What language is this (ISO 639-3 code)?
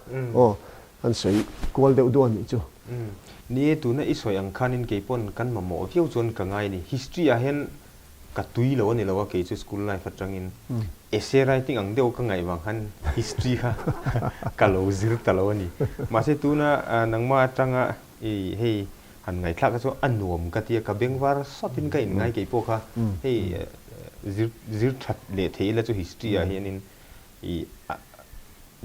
lus